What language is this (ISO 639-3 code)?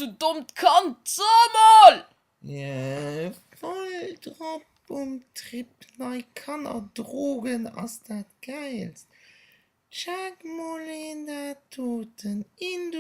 ltz